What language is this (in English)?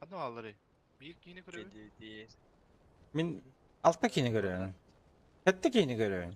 Yakut